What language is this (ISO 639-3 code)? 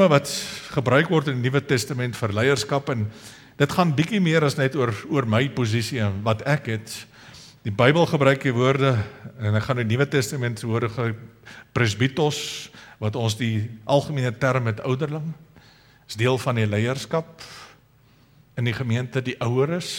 afr